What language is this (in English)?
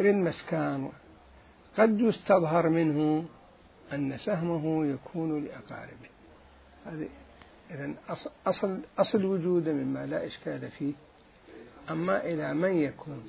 Mesopotamian Arabic